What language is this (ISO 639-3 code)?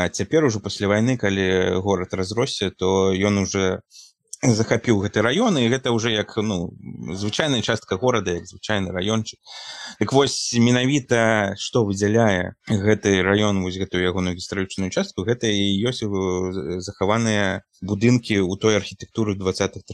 bel